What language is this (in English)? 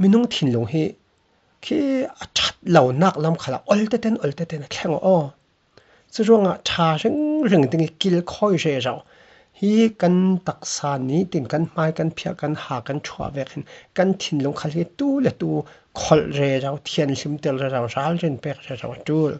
Falam Chin